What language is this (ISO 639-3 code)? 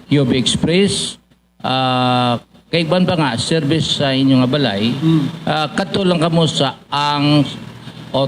hil